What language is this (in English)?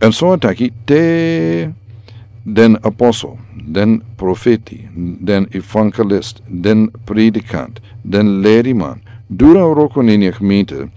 Sranan Tongo